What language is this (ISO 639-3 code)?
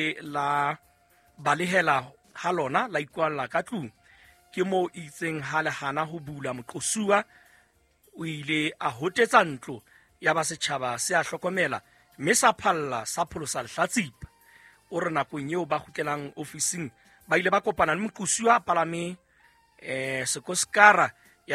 sot